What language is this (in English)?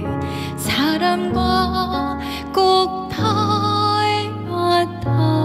Korean